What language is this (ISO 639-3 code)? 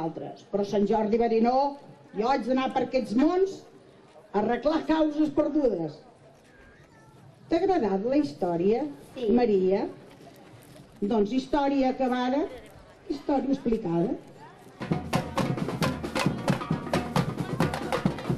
cat